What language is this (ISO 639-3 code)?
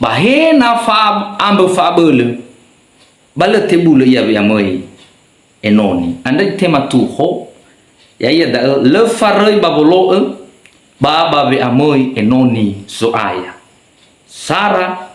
nia